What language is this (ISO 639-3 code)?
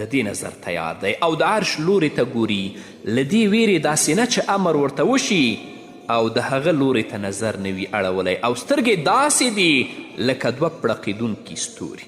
pus